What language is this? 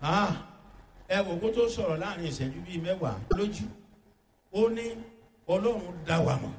Yoruba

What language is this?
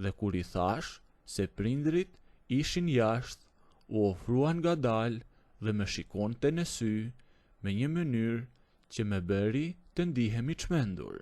Albanian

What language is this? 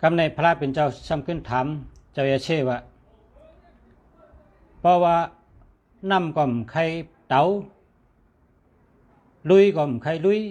Shan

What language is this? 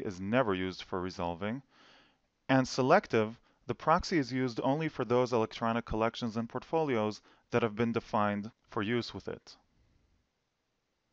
English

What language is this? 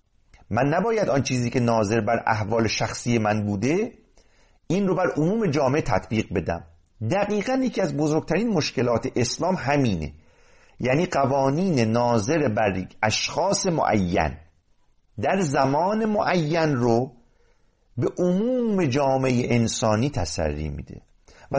Persian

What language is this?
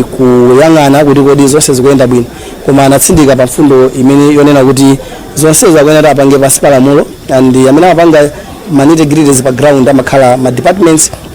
Nyanja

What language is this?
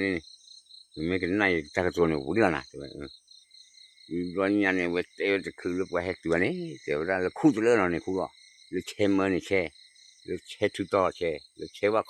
S'gaw Karen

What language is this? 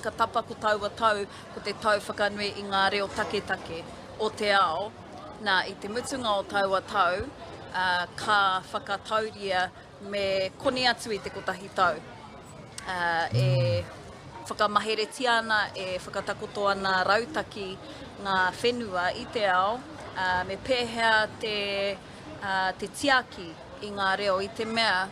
Māori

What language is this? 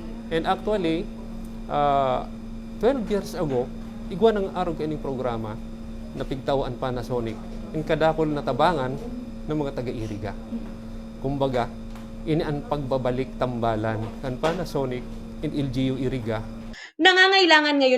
Bikol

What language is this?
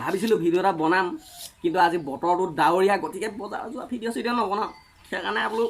Assamese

